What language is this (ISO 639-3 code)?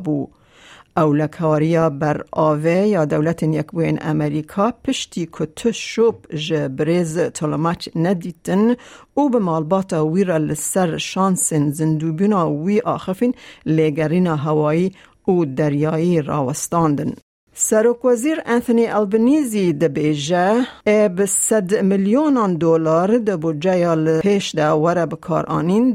kur